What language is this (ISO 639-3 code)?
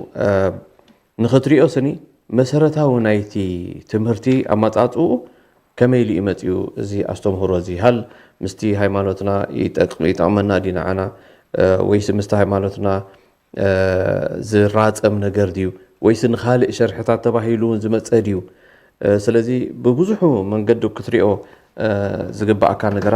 tir